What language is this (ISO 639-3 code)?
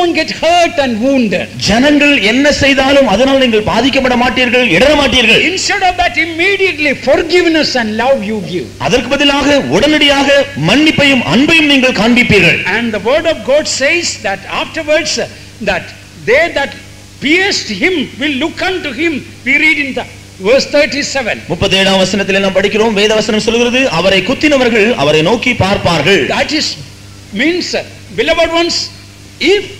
tam